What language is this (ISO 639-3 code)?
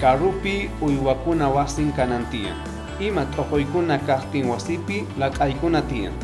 quh